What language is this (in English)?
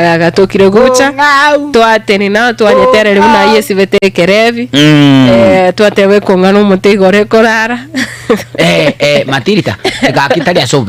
Gusii